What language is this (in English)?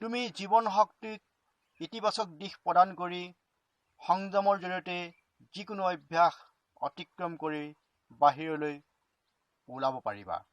Assamese